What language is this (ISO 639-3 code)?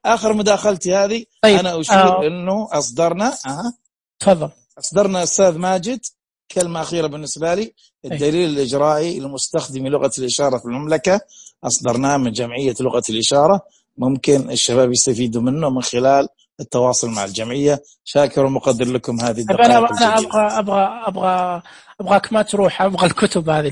ars